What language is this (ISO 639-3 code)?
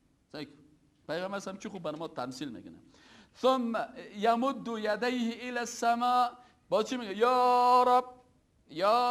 fas